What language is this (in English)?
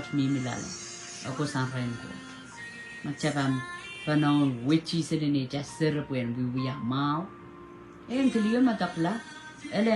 Pohnpeian